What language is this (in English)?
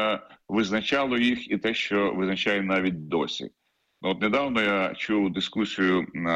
Ukrainian